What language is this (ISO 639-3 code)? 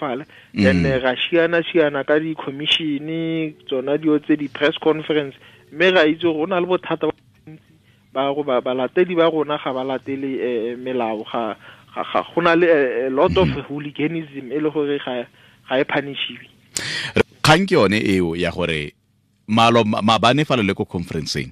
tsn